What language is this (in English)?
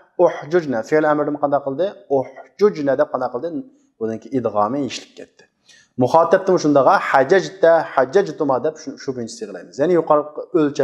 Uyghur